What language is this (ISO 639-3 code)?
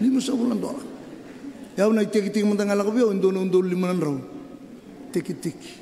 fij